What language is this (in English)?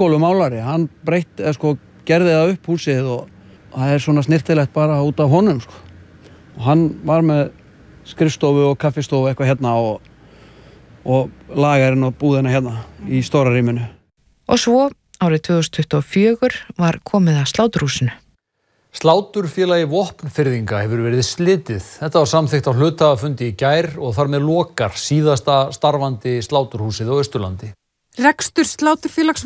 Icelandic